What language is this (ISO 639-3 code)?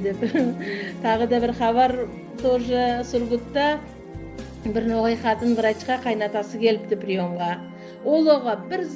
nog